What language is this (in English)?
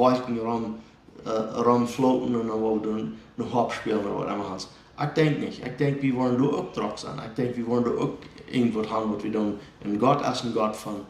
Plautdietsch